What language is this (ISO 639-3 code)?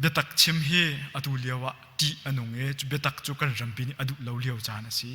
cnh